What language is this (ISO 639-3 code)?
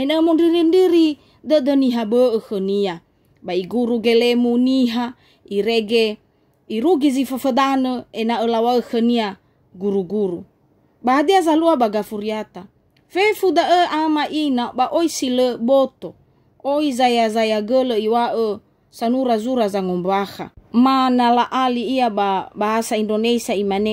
nia